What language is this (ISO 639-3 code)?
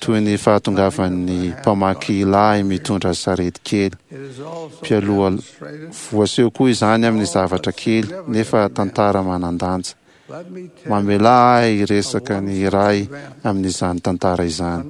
mlg